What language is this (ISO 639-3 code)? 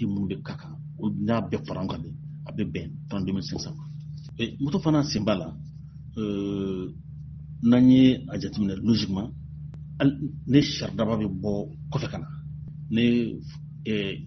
bam